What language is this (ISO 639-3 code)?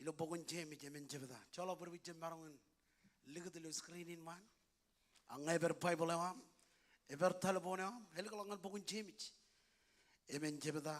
mah